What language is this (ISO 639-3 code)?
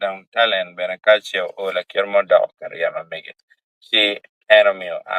ach